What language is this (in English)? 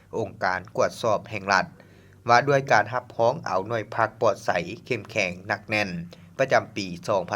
Lao